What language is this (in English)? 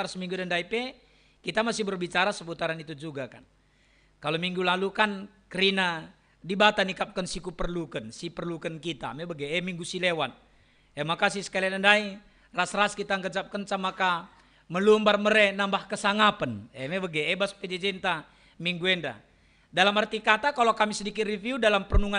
Batak Karo